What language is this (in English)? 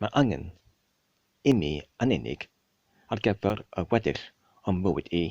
Welsh